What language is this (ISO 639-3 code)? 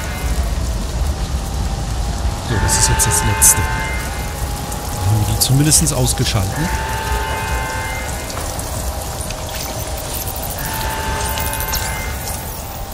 deu